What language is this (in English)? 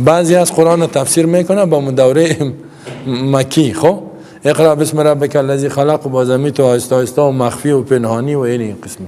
Persian